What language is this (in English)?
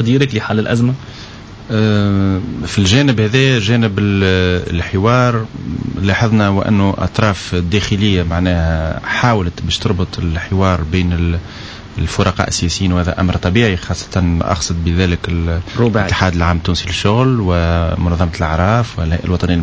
Tunisian Arabic